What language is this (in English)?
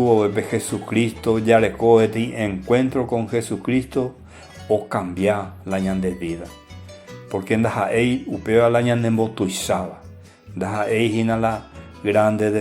Guarani